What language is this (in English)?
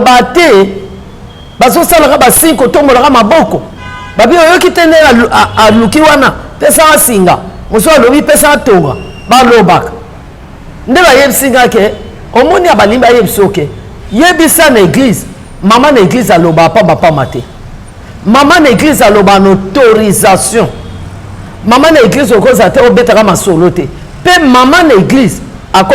Lingala